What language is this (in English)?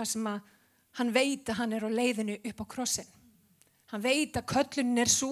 Icelandic